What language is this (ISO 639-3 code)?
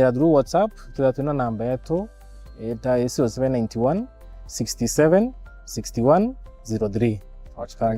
mer